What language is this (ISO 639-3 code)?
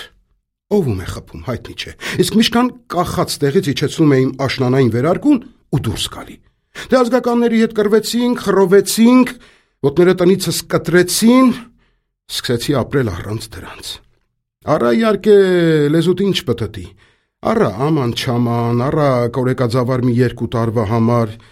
hye